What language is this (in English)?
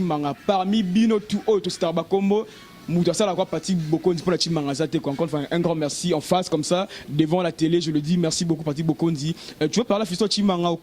Lingala